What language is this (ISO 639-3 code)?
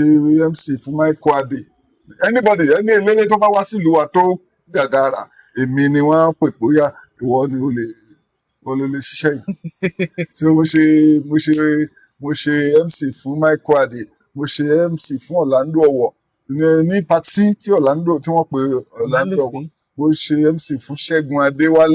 yor